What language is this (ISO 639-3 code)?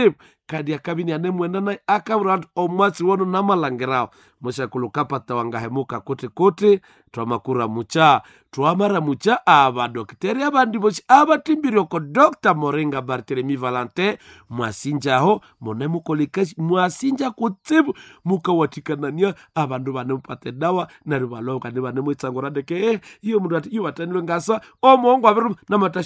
nnb